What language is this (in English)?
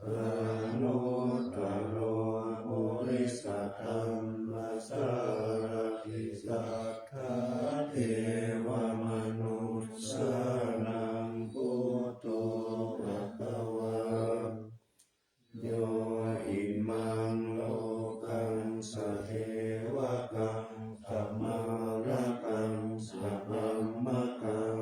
Pali